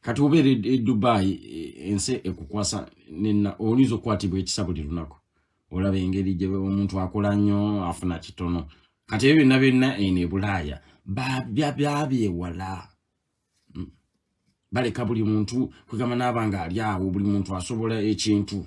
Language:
Ganda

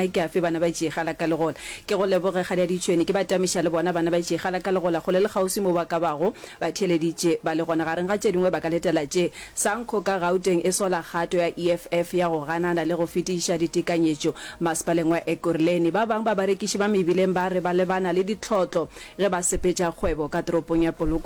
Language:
Northern Sotho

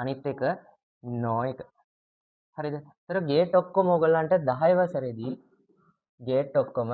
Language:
Sinhala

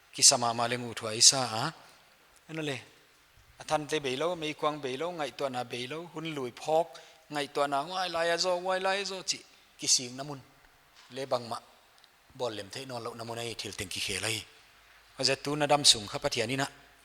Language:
Paite Chin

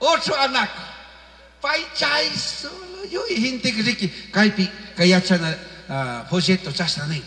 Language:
Chimborazo Highland Quichua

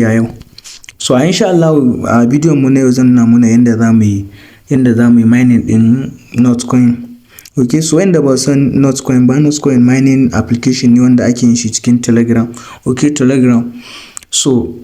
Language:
Hausa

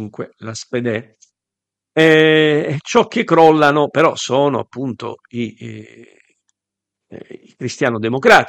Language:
Italian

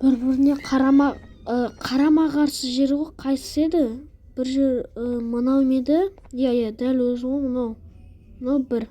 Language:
Kazakh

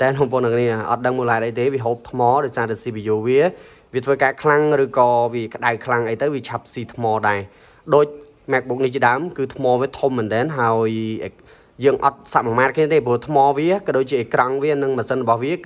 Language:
Khmer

